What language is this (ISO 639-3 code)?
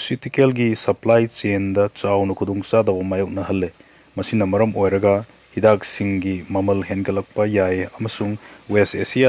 mni